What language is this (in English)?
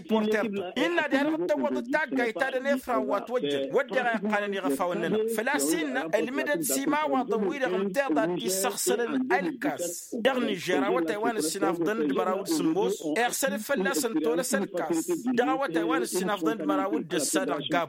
Tamasheq